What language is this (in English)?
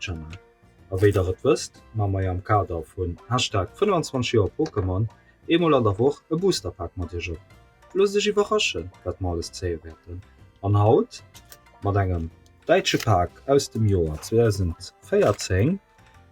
Luxembourgish